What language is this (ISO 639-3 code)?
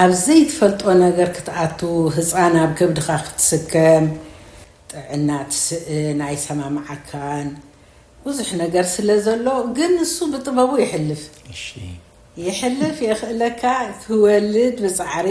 tir